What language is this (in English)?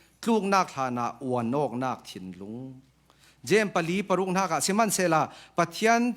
Falam Chin